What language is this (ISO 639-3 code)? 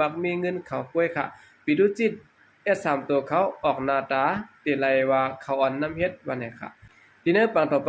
shn